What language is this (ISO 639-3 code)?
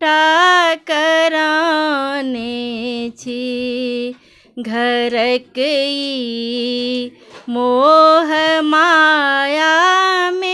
mai